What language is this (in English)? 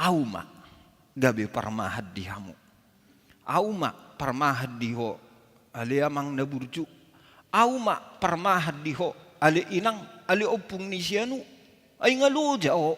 Batak Toba